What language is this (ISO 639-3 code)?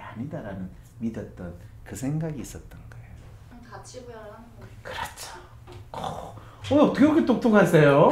kor